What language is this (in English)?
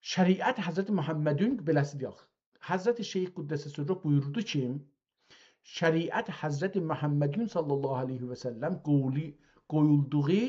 South Azerbaijani